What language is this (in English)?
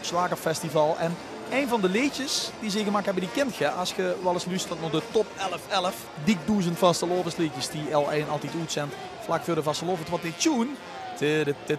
Limburgish